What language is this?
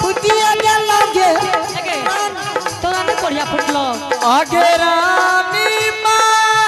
Angika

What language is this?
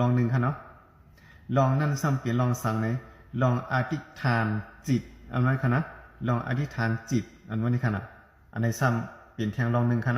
Shan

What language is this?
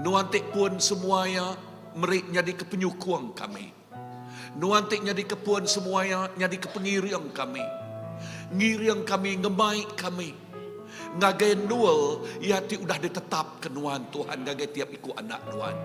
Iban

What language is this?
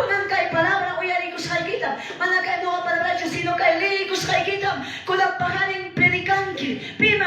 Quechua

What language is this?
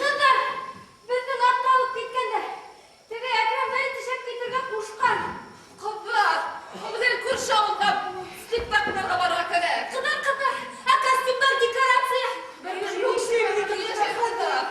Bashkir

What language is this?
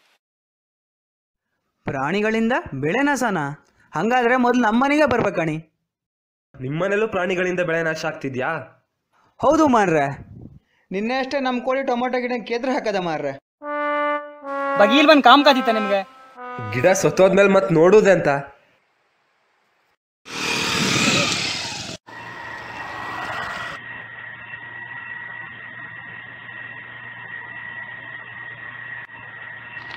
Kannada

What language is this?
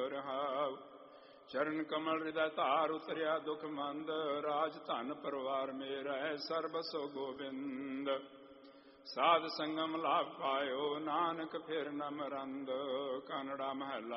Punjabi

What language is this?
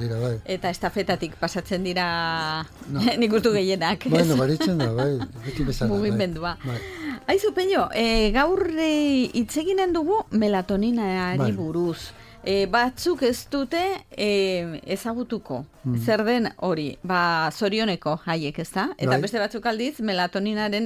Basque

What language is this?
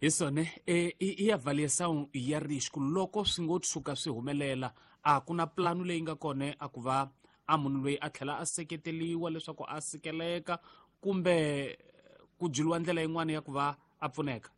Tsonga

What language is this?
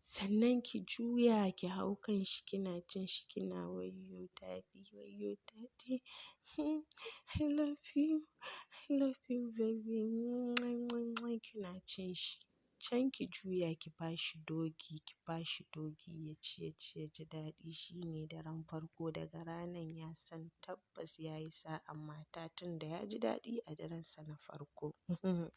Hausa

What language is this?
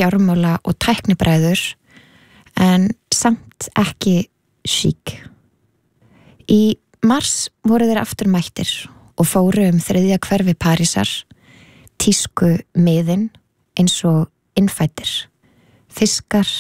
Icelandic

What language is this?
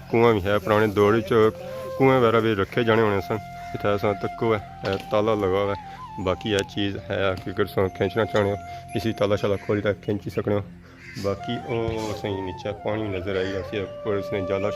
Pahari-Potwari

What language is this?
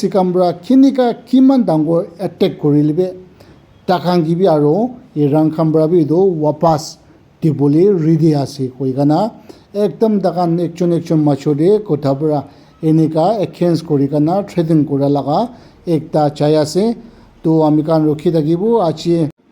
Naga Pidgin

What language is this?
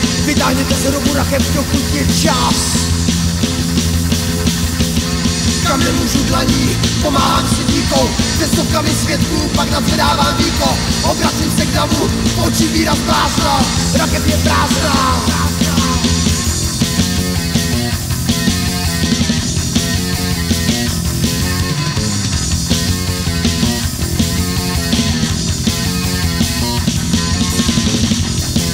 Czech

